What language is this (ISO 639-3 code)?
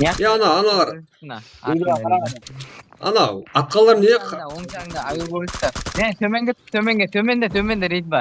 kaa